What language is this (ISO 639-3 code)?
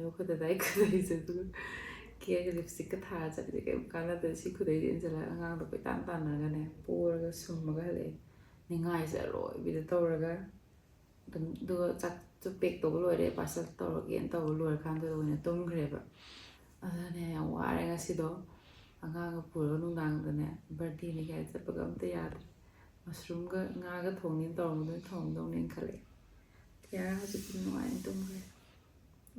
mni